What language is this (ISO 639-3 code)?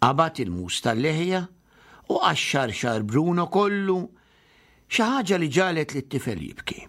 mlt